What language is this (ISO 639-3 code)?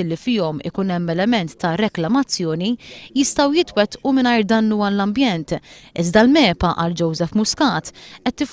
mlt